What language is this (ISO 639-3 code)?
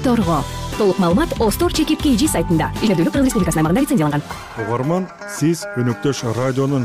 kir